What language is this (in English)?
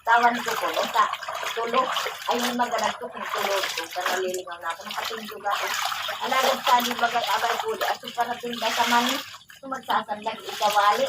Bikol